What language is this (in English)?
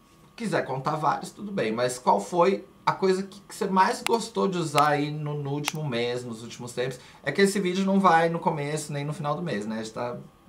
Portuguese